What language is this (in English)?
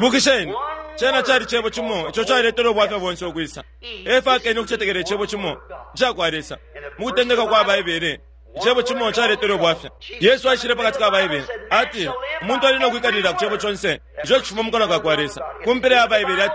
Bemba